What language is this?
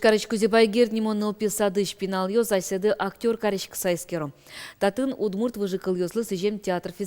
Udmurt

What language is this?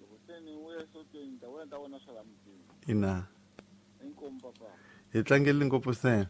Tsonga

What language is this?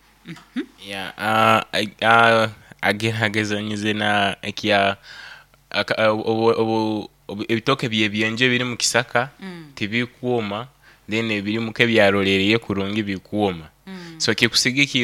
Nyoro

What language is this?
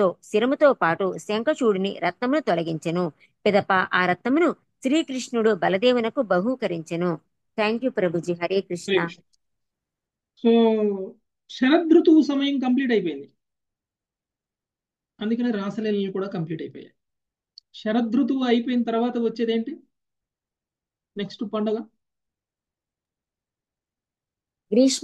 Telugu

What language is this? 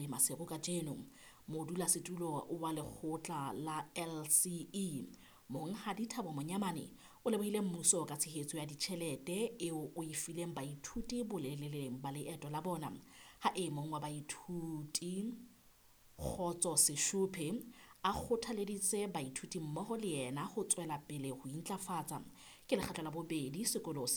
Southern Sotho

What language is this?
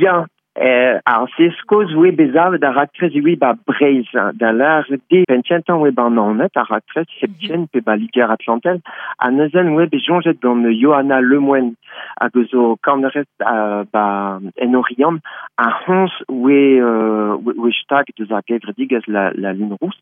Breton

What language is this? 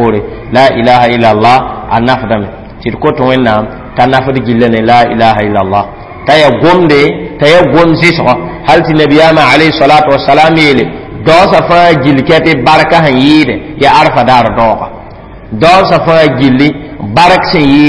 Mossi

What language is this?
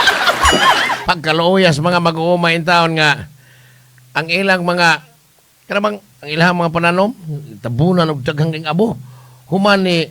Cebuano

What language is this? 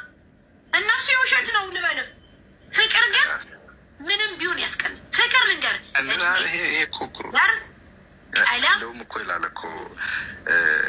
Amharic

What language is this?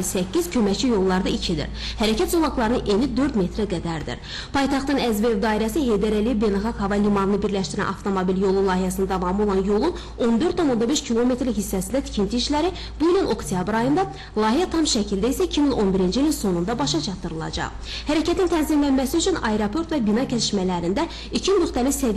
Azerbaijani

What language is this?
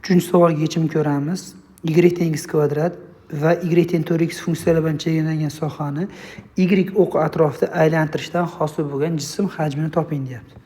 Uzbek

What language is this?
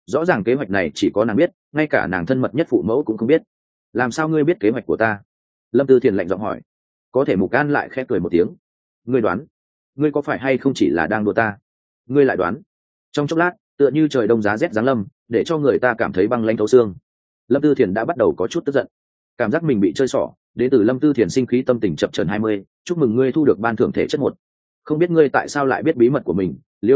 Vietnamese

